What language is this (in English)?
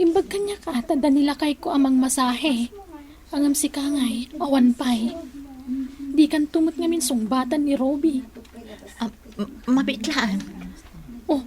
Iloko